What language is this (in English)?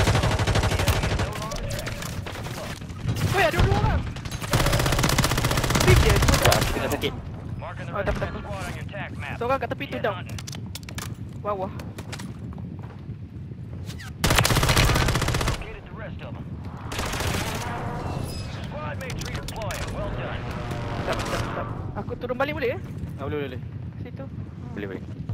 Malay